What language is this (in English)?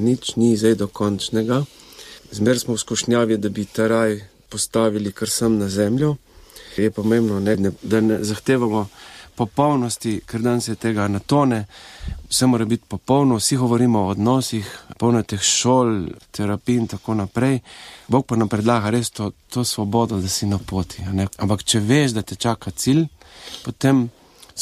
Slovenian